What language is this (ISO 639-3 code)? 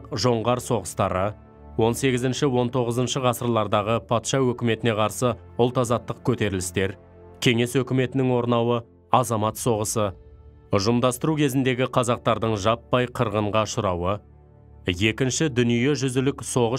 kaz